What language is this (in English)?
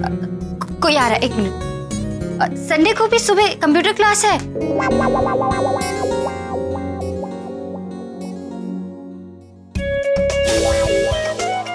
Hindi